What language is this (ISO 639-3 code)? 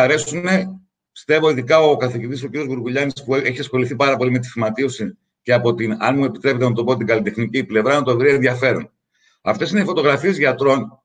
ell